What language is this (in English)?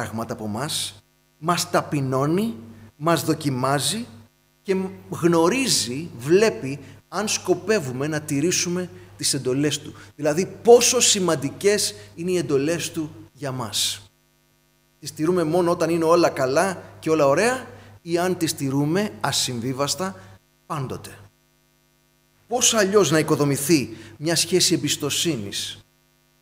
Greek